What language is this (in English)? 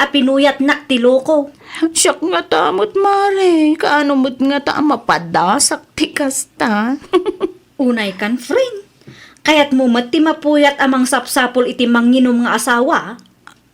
Iloko